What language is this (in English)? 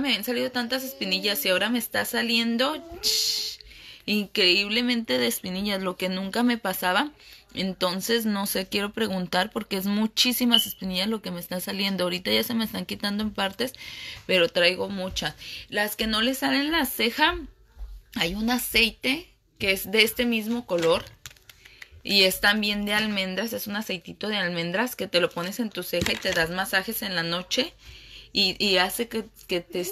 Spanish